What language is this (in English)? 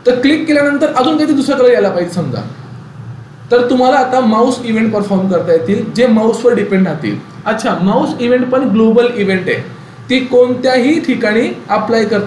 Marathi